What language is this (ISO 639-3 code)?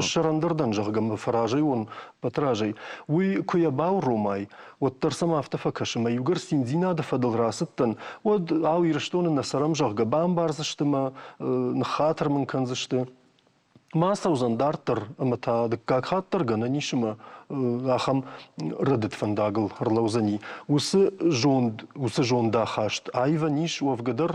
oss